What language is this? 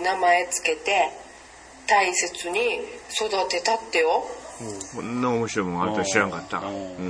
Japanese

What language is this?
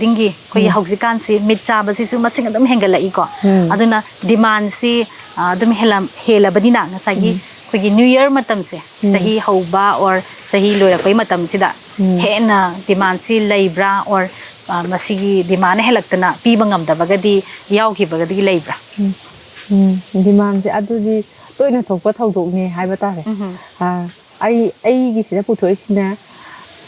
Manipuri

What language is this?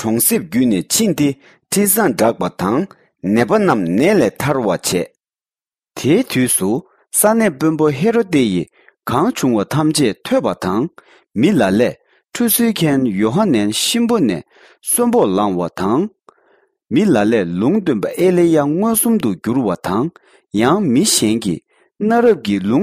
Tibetan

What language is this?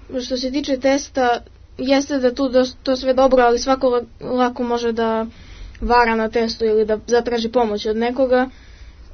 Serbian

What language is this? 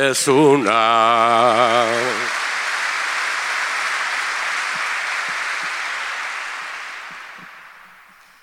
Basque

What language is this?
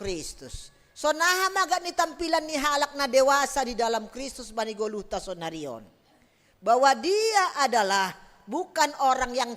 Batak Simalungun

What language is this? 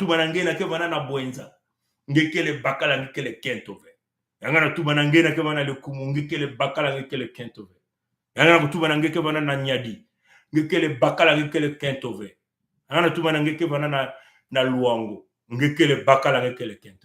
Kituba (Congo)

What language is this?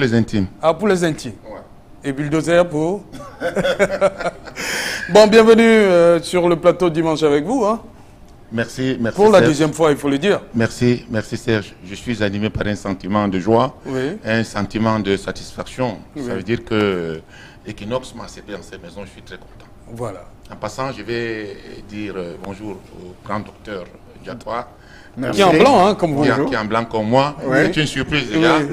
French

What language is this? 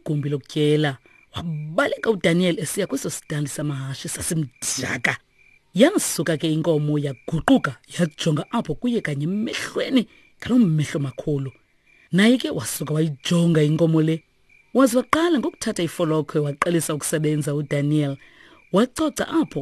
Xhosa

